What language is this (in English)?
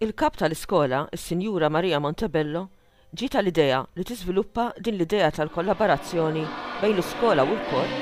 Maltese